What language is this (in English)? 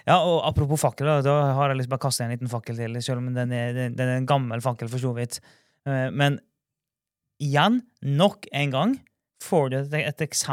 Norwegian